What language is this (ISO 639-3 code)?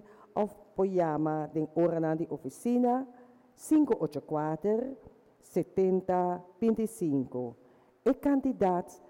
pap